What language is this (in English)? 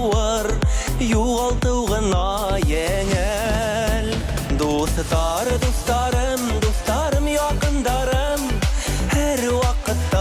Bashkir